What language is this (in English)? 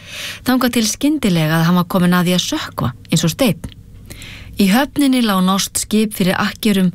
Icelandic